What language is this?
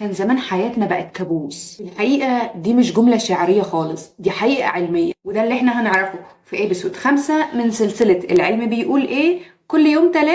Egyptian Arabic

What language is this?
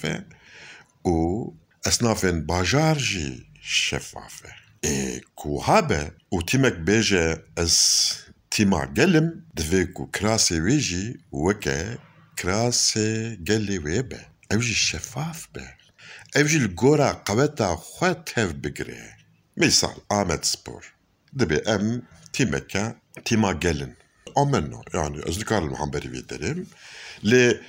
Kurdish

